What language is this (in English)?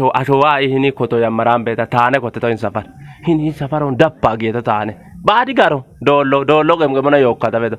Kafa